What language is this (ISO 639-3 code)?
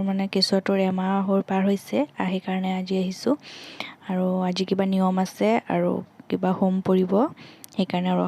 asm